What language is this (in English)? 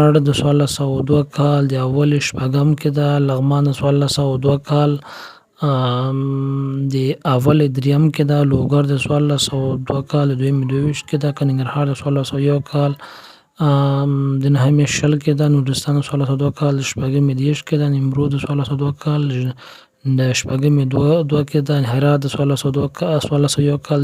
Pashto